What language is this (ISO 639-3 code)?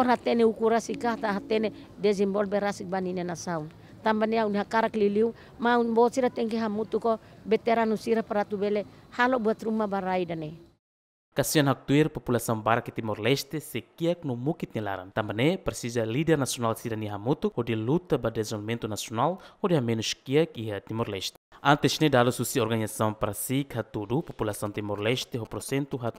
tet